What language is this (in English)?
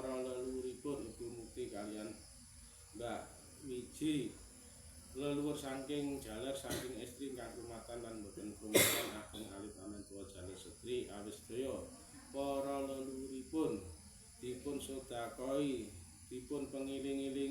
Javanese